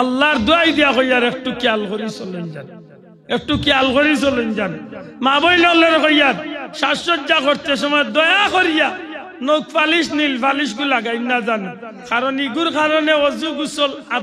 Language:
Sylheti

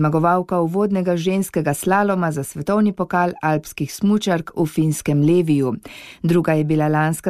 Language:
Slovenian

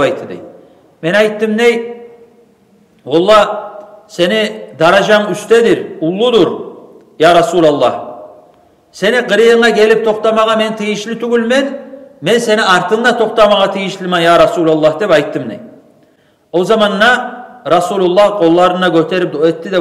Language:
Kumyk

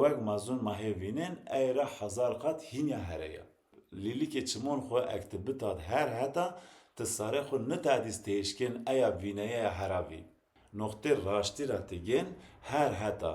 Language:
Zaza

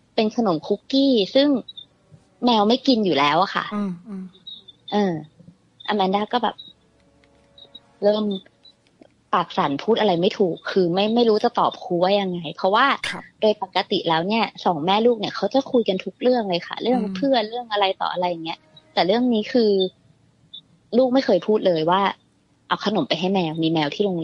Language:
Thai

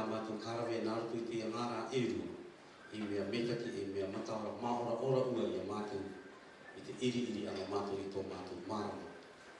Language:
Rarotongan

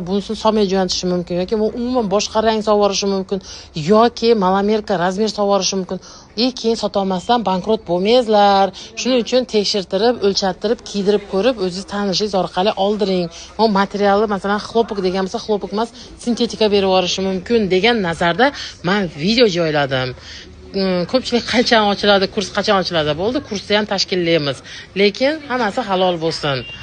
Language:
Uzbek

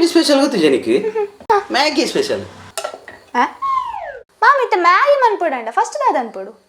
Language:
Tulu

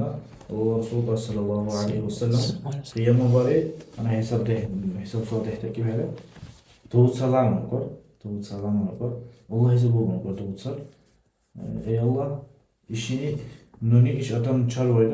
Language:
Dargwa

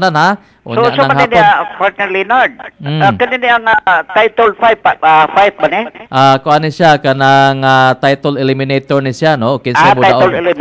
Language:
Cebuano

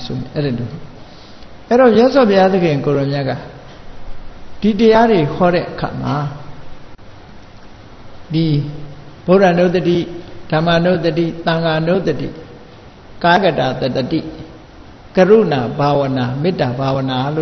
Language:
Burmese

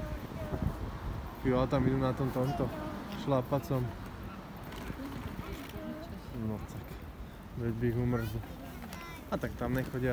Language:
Slovak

